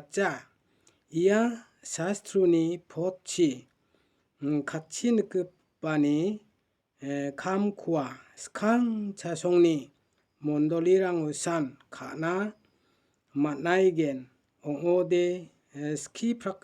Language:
Garo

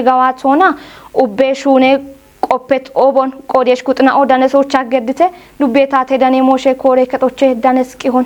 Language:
Kafa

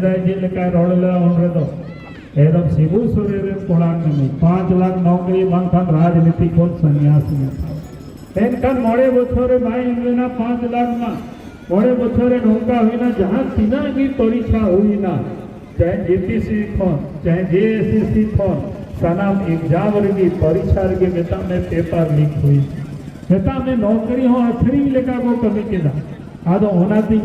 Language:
Santali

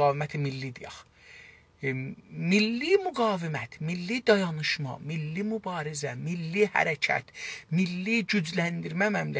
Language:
South Azerbaijani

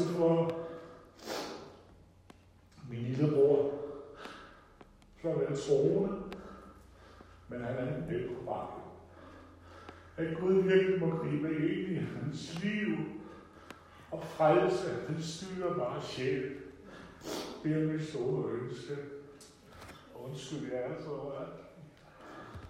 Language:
Danish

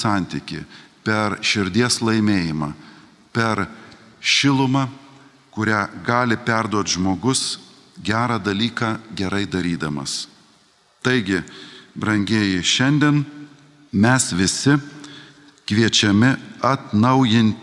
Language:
Lithuanian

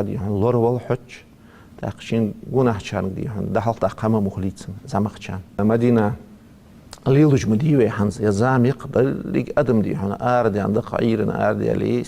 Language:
Ingush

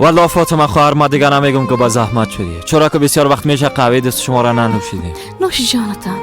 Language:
Persian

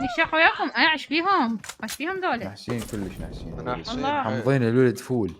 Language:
Mesopotamian Arabic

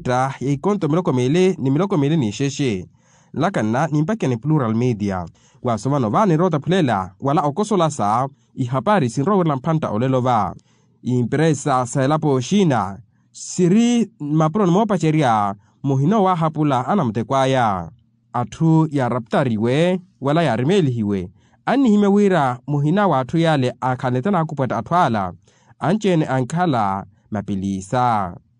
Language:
Makhuwa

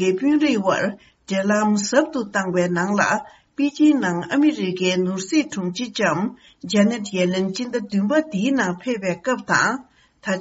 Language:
Tibetan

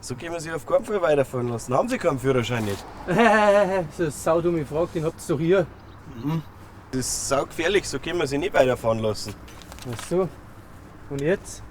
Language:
Bavarian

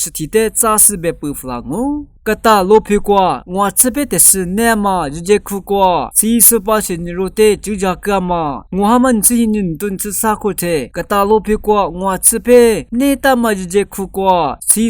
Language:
Lisu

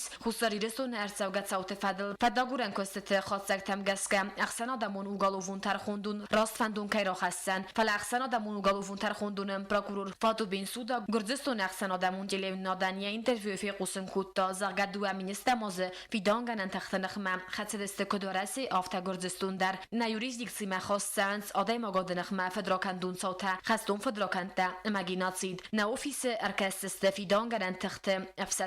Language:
Ossetic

